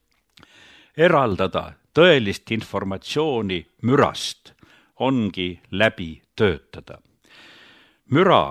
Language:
Estonian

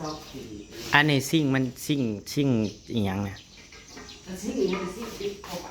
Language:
Northeastern Thai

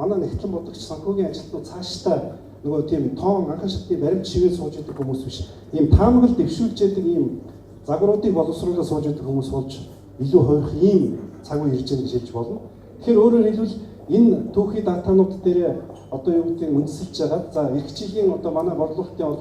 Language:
Mongolian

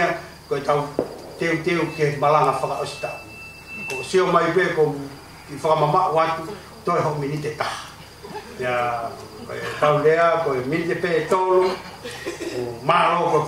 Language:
Tongan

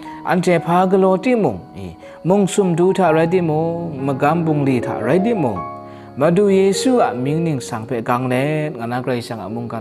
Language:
Kachin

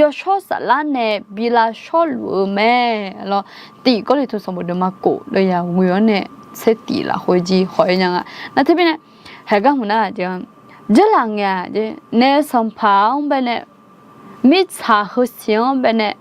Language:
Akha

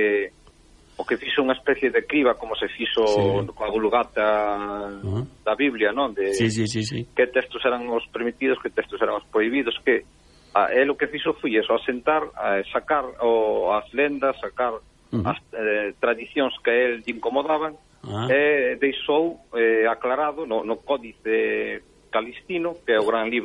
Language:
Galician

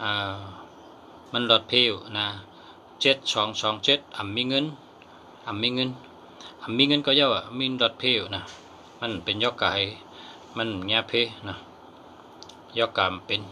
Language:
Shan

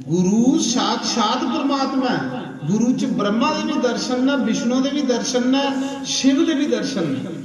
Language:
Dogri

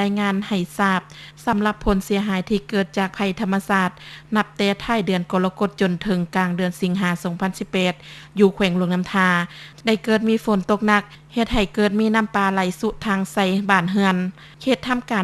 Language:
Lao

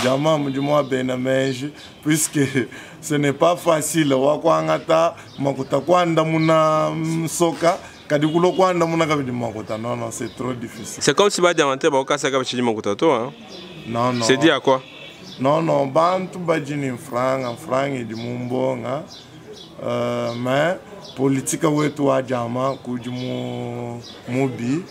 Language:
Luba-Lulua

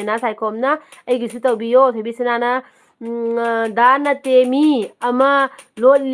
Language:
Manipuri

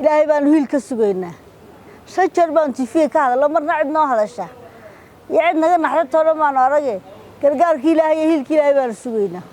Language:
Somali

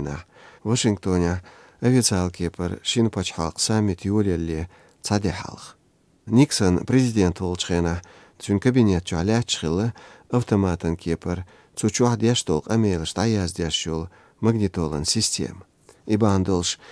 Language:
Chechen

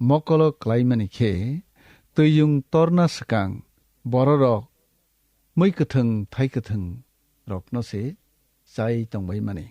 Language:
Kok Borok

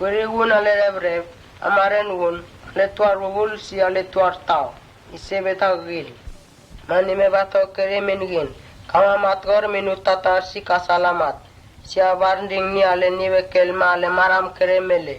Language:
Mota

